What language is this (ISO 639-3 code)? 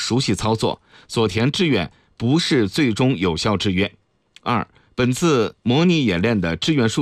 zho